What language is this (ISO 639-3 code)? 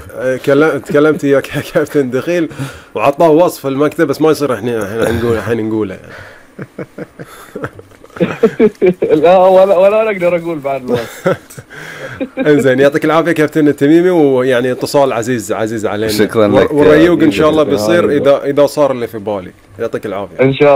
afb